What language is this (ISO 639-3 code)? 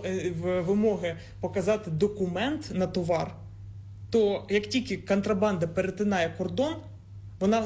ukr